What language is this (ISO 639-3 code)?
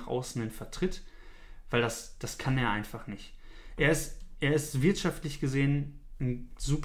deu